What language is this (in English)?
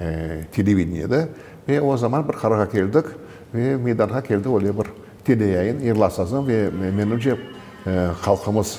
Crimean Tatar